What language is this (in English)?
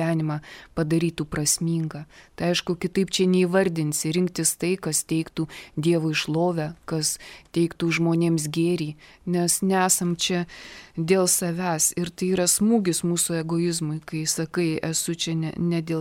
Lithuanian